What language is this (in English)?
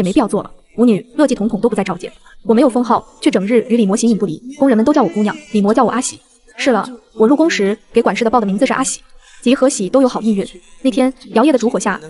Chinese